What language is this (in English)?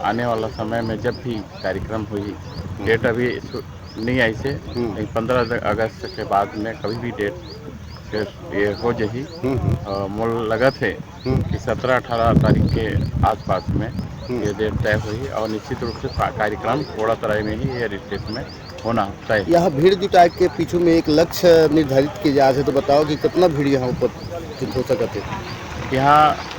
Chhattisgarhi